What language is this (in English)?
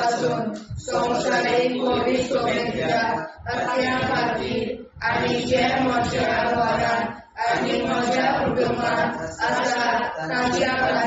Konkani